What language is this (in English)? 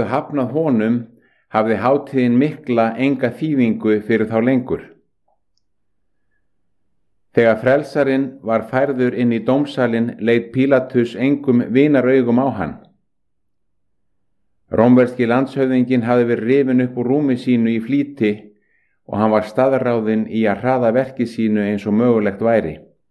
Icelandic